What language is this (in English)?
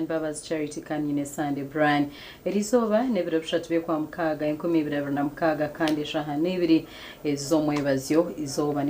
Nyankole